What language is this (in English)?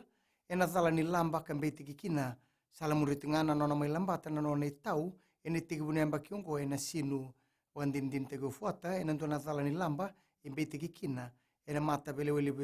Fijian